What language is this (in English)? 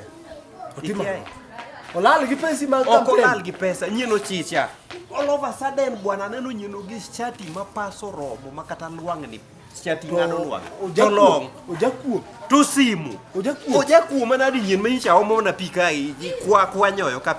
Luo (Kenya and Tanzania)